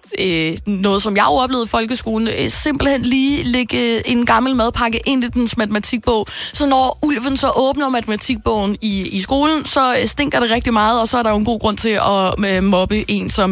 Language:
Danish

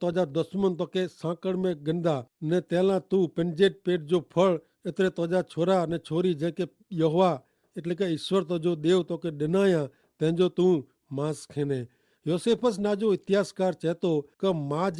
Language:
Kachhi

